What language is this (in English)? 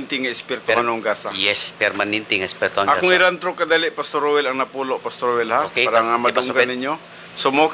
Cebuano